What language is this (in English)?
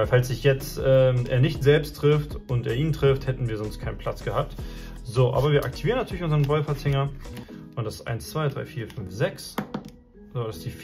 German